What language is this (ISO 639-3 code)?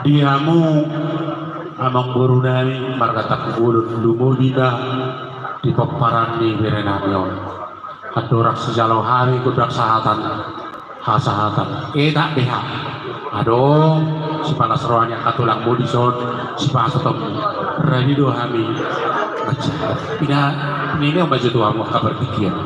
bbc